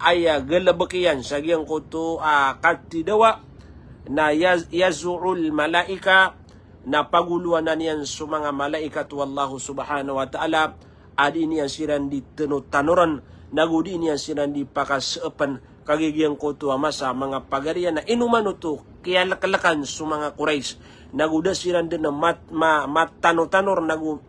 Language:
Maranao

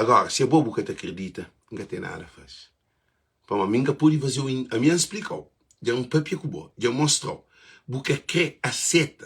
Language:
Kabuverdianu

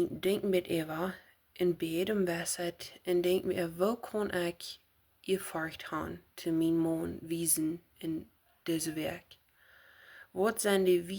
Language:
Plautdietsch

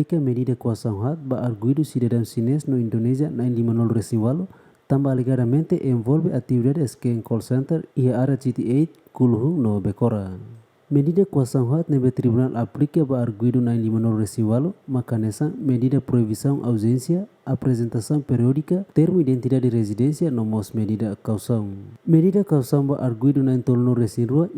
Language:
Tetum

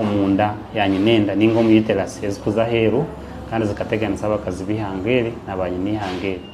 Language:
Nyankole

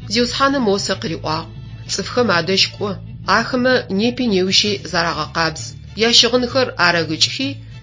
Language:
Adyghe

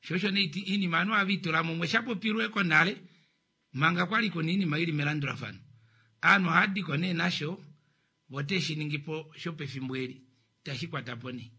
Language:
Kuanyama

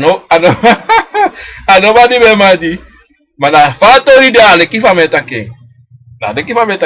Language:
Sranan Tongo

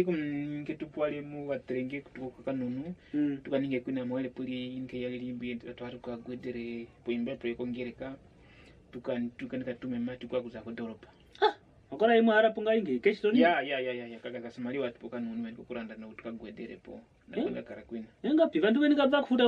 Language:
Kwangali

